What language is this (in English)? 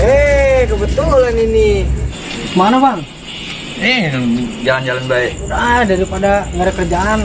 Betawi